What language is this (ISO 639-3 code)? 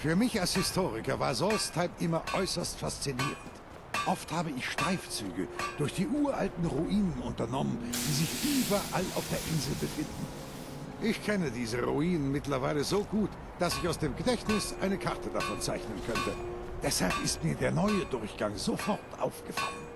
bar